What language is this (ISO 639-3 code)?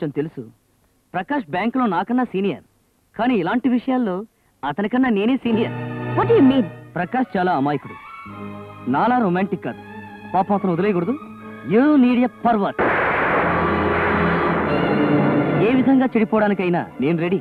tel